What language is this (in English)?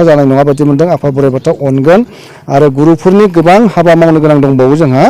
Bodo